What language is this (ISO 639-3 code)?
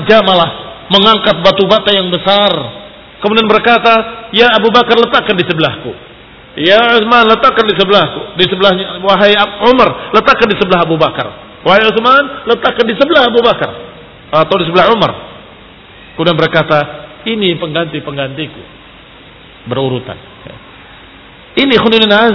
ind